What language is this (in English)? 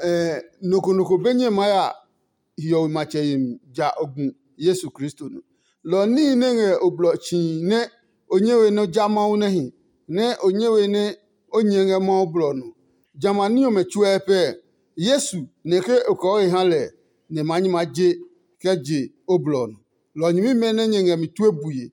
Adangme